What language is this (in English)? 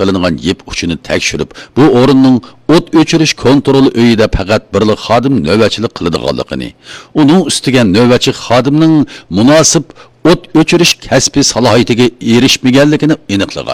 Uyghur